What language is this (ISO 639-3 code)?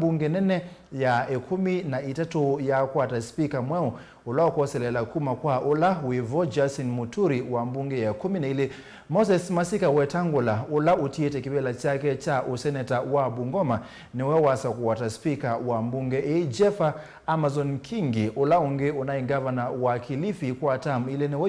kam